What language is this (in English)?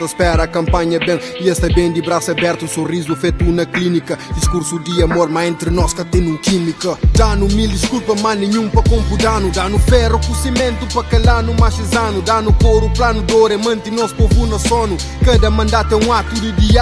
Kabuverdianu